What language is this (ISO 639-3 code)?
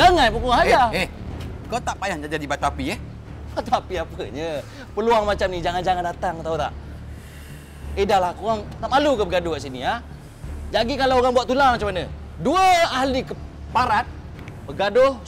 msa